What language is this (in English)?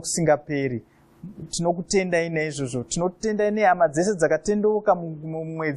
Shona